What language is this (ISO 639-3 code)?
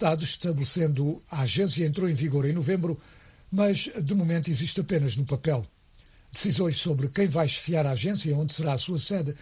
por